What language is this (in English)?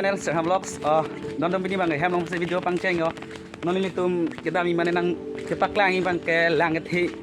Karbi